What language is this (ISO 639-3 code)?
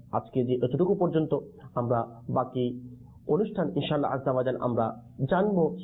ben